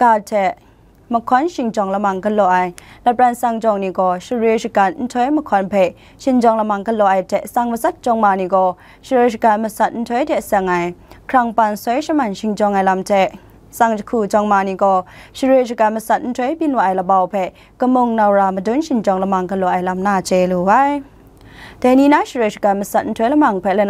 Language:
Kachin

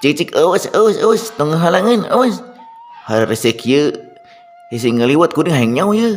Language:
Sundanese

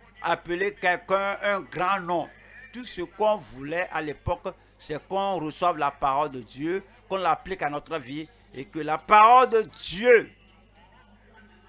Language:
French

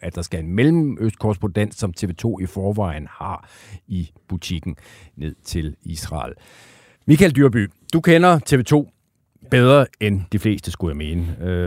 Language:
Danish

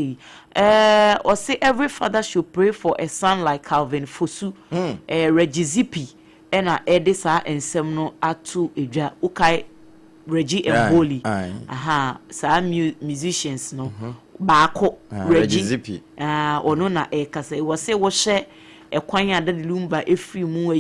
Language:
Akan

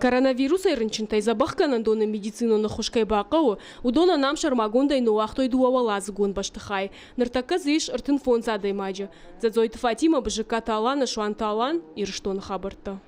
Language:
Ossetic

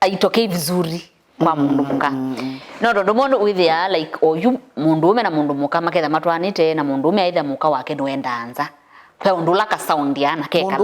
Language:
Kamba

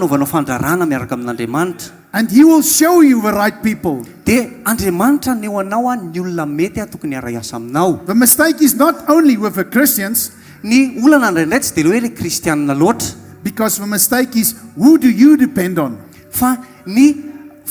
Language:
Malagasy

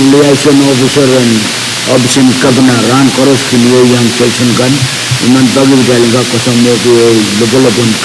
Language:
Pohnpeian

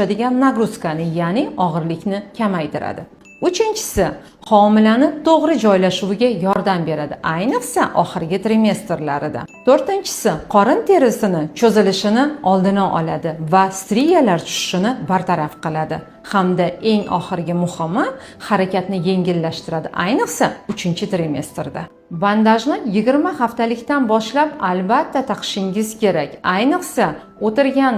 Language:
Uzbek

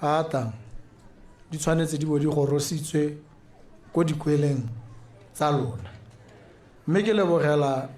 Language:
Tswana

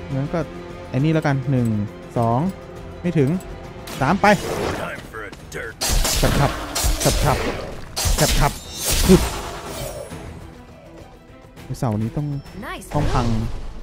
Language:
Thai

